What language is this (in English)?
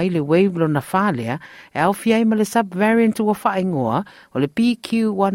Samoan